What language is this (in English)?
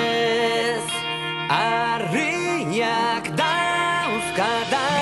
Basque